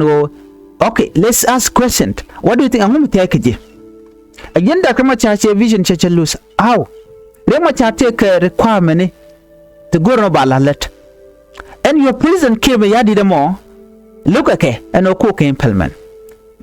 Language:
Nuer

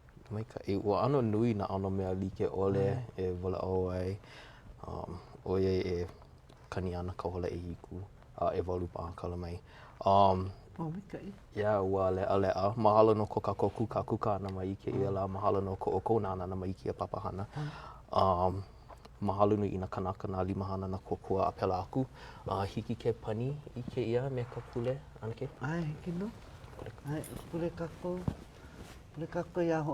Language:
Hawaiian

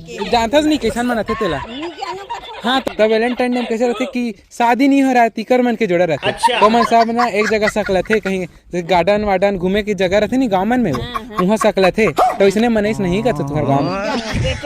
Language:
Chhattisgarhi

